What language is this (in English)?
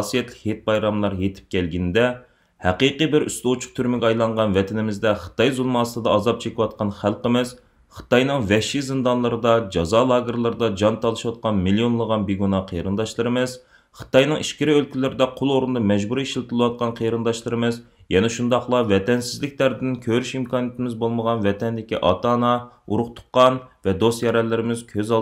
Uyghur